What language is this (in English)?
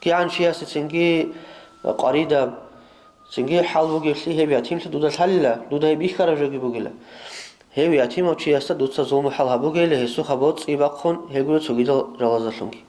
Avaric